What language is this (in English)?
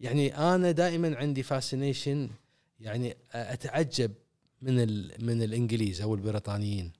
Gulf Arabic